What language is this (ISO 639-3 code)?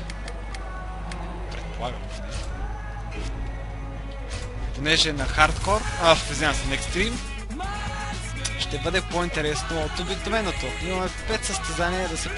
bul